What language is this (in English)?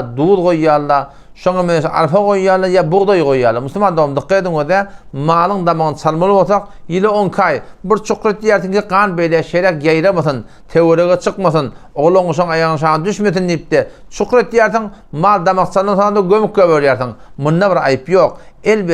Turkmen